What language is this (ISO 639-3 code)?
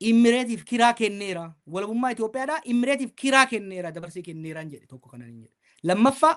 orm